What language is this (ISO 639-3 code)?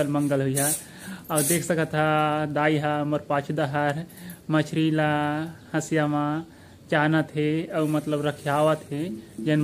hne